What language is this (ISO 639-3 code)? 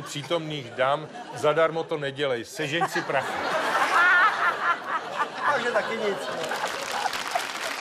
ces